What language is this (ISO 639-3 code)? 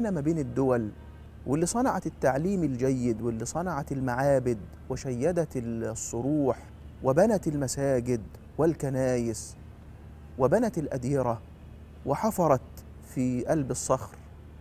arz